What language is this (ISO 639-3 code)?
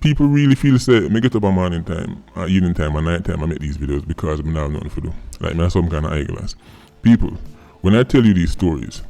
jam